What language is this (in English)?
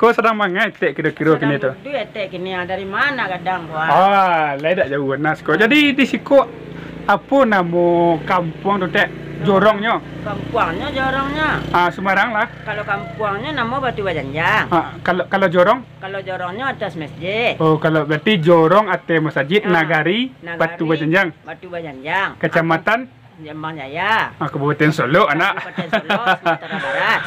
Minangkabau